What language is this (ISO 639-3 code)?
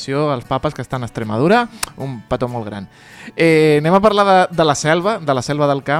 cat